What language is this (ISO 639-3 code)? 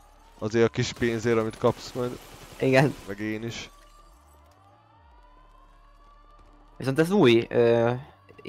hun